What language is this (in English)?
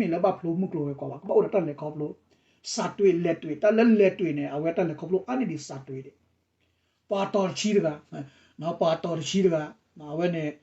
S'gaw Karen